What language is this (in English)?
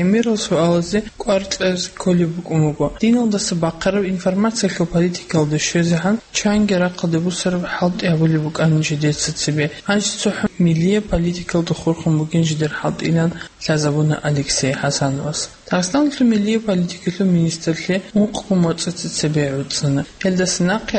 Avaric